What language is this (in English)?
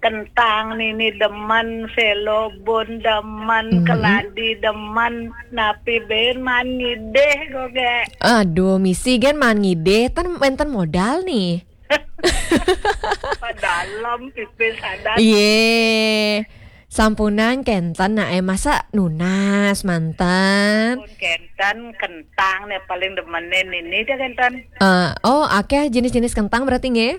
Balinese